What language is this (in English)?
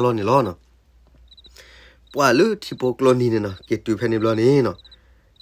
S'gaw Karen